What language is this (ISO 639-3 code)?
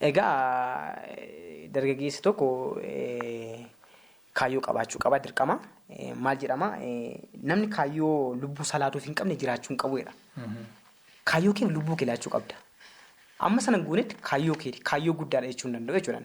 orm